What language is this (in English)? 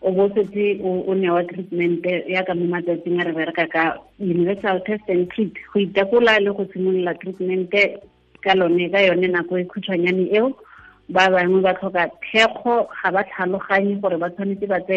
Tswana